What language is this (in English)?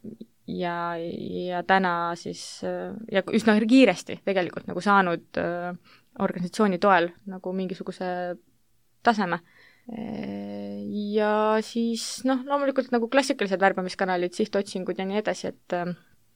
Estonian